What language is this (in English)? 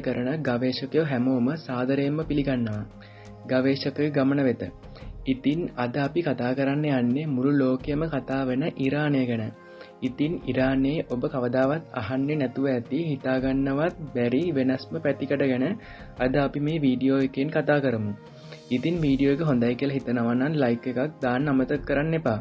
Sinhala